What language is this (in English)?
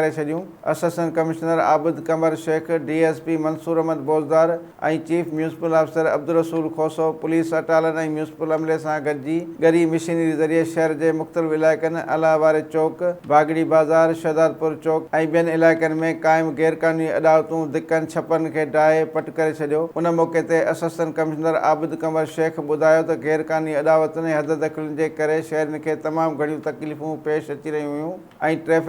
Sindhi